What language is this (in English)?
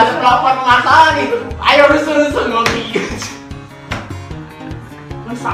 Indonesian